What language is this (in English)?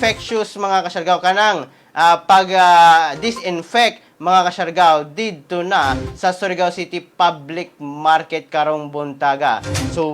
Cebuano